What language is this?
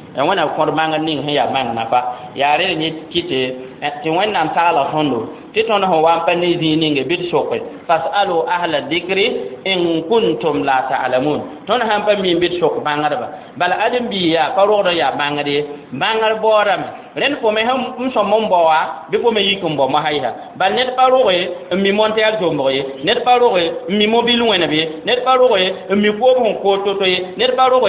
Mossi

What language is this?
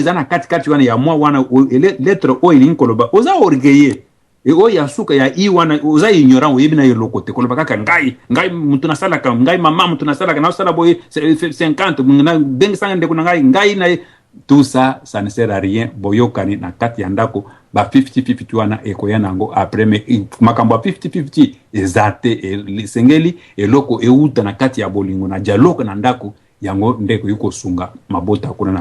Lingala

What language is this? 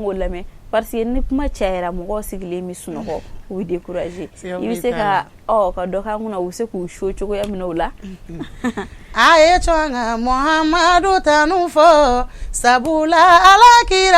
Bambara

